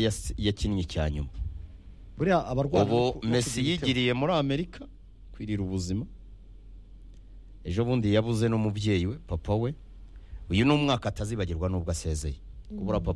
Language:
Kinyarwanda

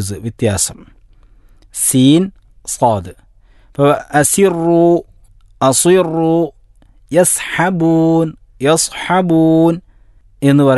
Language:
Malayalam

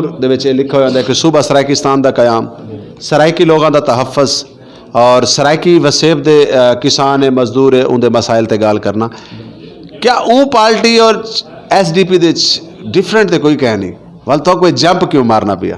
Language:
Saraiki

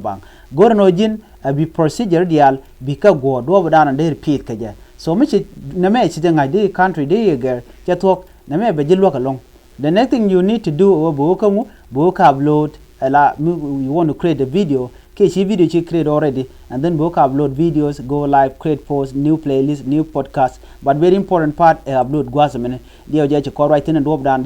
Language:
Nuer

